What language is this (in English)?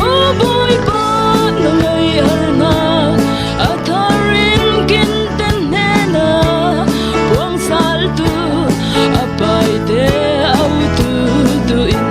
Falam Chin